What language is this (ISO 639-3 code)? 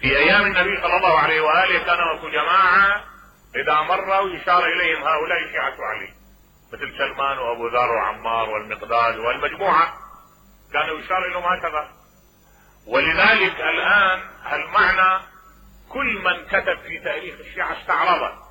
acm